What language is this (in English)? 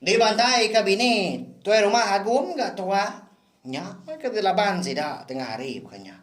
Iban